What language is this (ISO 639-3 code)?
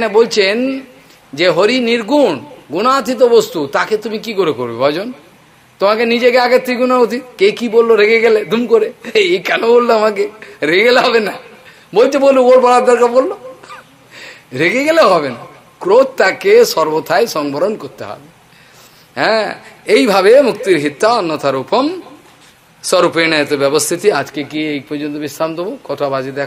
ben